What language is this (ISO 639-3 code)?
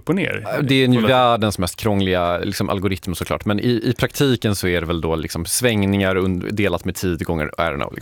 swe